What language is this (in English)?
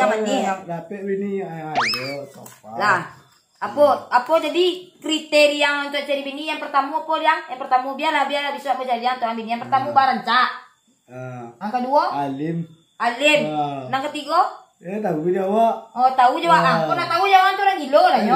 Minangkabau